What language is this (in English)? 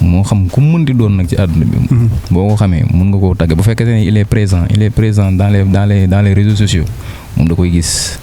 Wolof